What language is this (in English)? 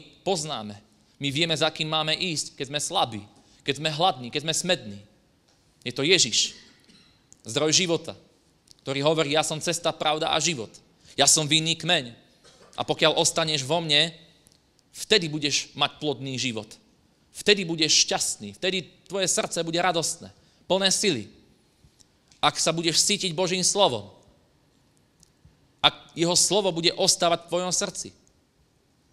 Slovak